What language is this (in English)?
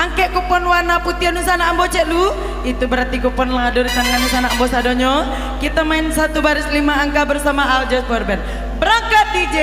Minangkabau